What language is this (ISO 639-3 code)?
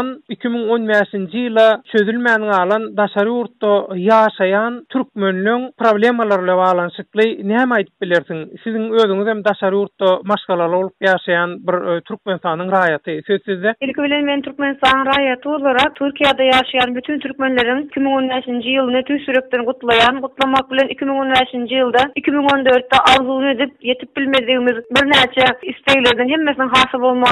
tuk